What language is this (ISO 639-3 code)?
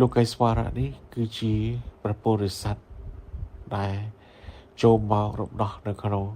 khm